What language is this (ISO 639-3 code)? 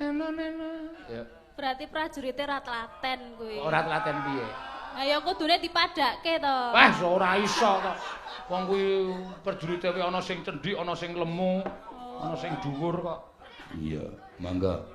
jav